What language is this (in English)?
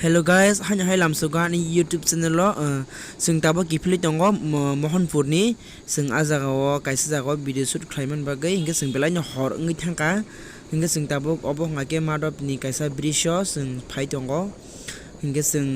Kok Borok